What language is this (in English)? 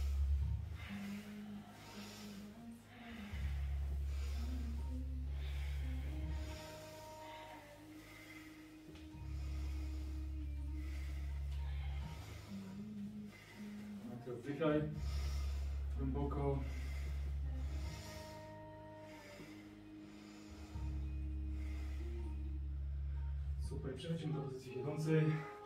Polish